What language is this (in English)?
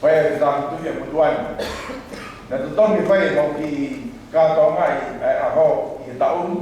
Tongan